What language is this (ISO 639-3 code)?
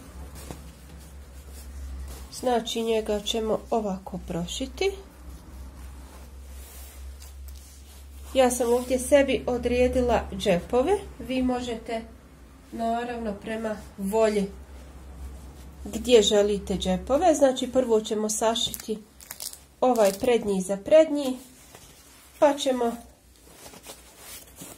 hrv